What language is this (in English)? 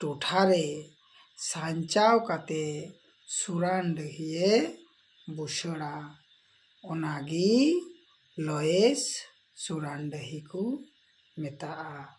Santali